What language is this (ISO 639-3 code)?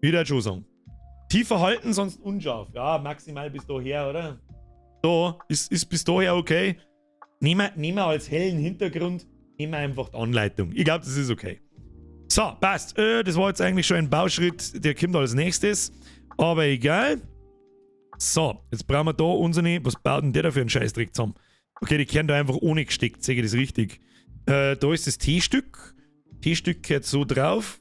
bar